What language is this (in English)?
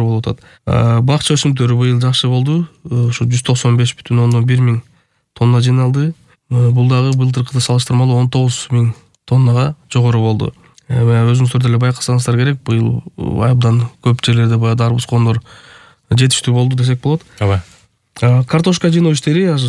Kyrgyz